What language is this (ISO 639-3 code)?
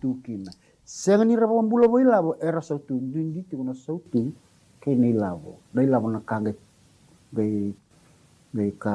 fij